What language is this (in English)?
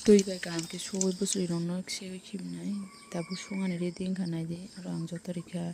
Kok Borok